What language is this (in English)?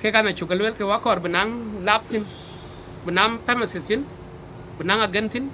Dinka